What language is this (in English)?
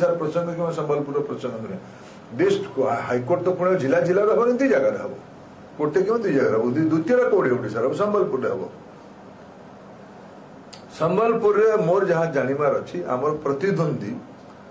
Odia